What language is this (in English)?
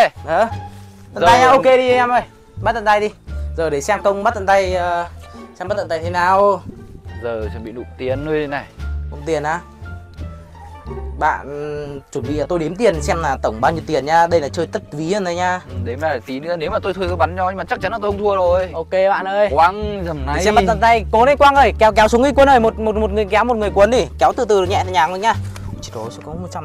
Vietnamese